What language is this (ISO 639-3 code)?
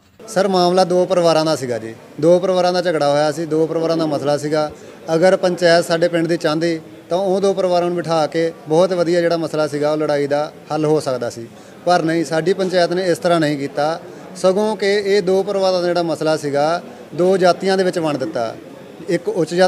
pan